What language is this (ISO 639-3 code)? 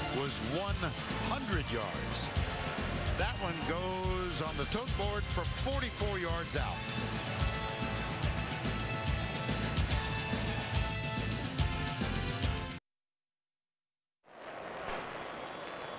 eng